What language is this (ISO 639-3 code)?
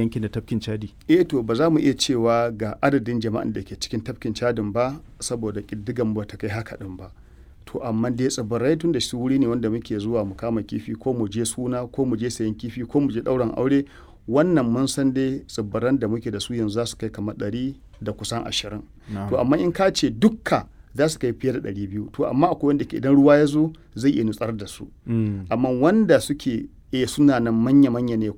hau